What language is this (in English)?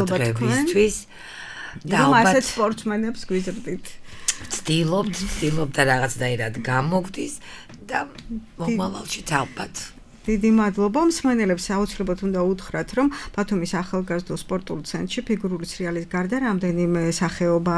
Georgian